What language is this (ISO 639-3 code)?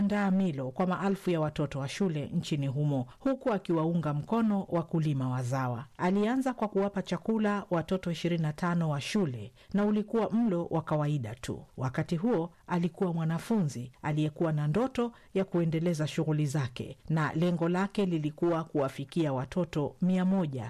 swa